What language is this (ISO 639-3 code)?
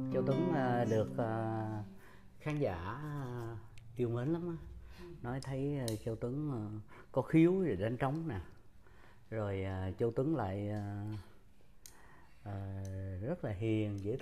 vie